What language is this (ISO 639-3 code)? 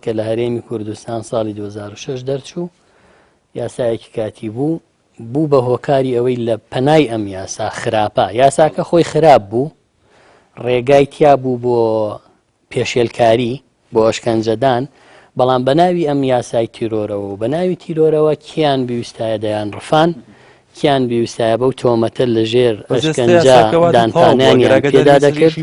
ckb